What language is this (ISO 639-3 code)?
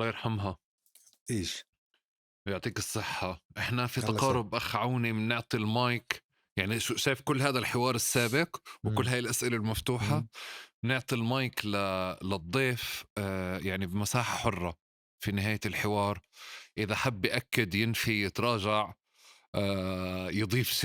apc